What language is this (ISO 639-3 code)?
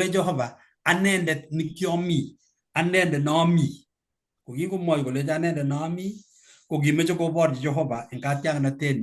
kln